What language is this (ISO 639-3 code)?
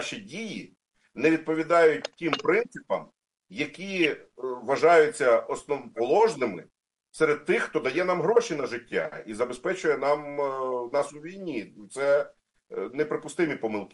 ukr